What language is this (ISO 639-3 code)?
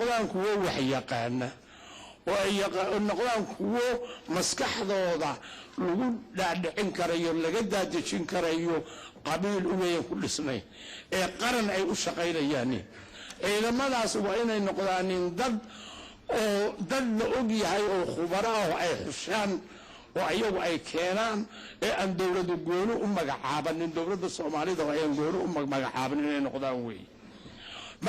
som